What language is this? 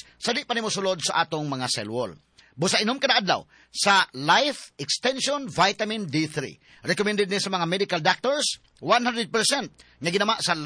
Cebuano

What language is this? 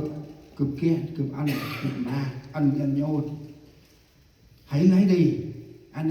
Central Mnong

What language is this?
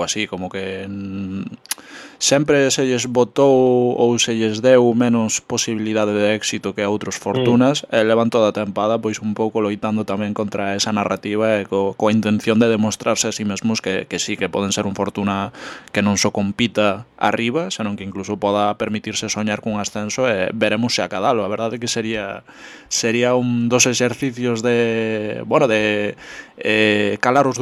Galician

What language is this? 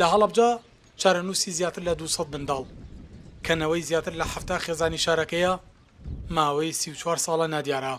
Central Kurdish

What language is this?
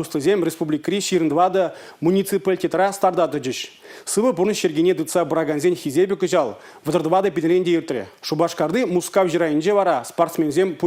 Chuvash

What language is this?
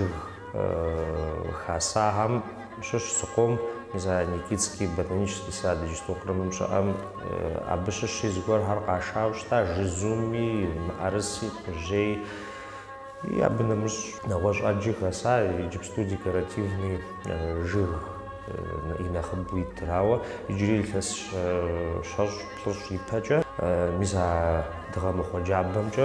Kabardian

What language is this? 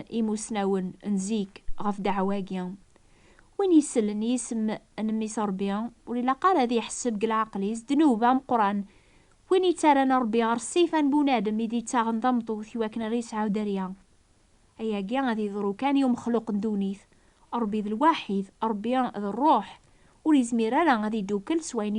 Kabyle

